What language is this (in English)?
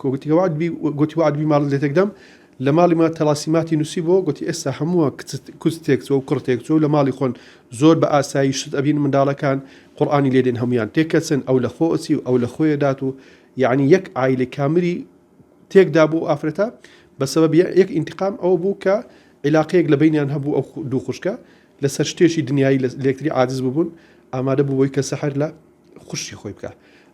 Central Kurdish